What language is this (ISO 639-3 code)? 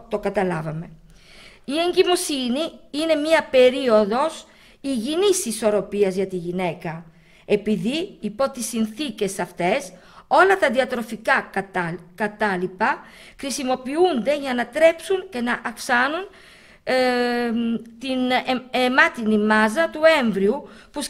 ell